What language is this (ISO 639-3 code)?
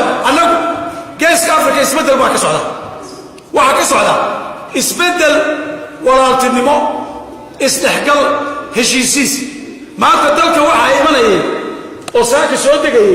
som